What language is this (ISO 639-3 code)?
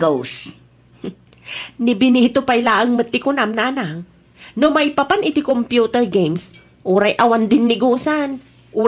ilo